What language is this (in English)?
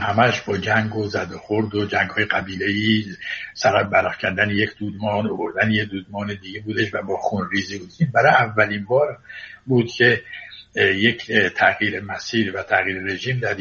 Persian